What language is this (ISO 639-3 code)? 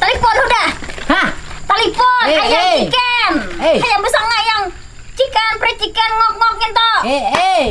bjn